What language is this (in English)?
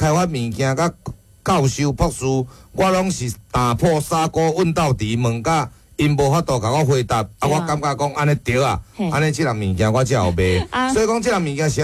Min Nan Chinese